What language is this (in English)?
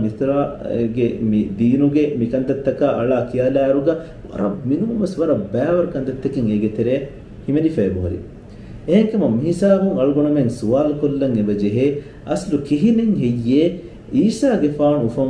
Divehi